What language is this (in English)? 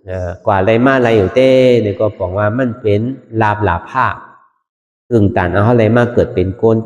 Shan